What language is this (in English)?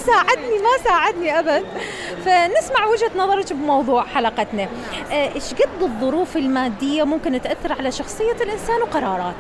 Mesopotamian Arabic